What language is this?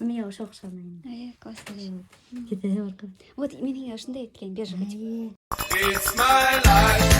Bashkir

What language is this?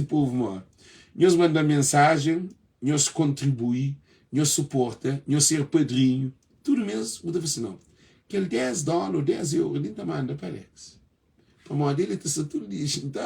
Kabuverdianu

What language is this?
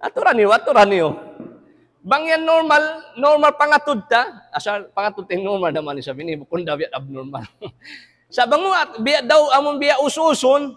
Tausug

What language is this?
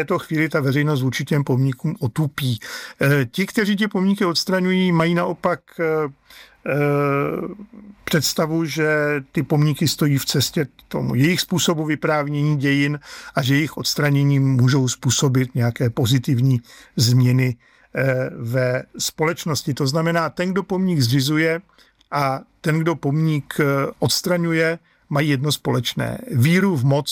Czech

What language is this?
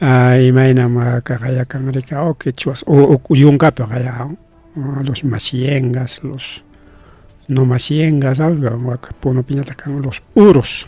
Ayacucho Quechua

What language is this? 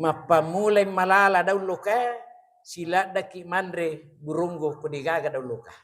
Buginese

